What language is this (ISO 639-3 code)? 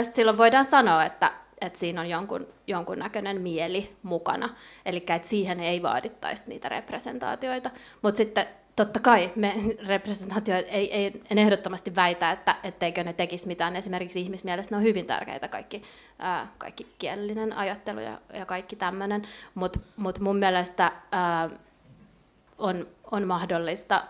fin